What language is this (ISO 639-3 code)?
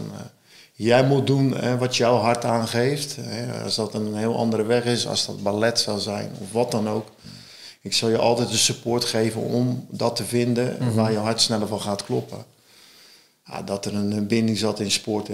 nld